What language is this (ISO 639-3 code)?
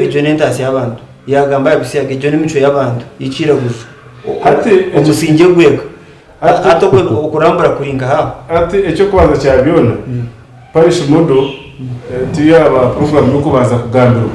nyn